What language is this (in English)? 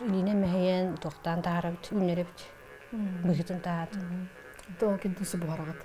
Yakut